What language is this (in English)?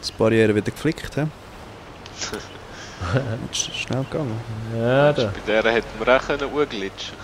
Swiss German